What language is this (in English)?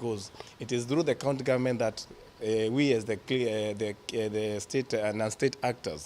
Kamba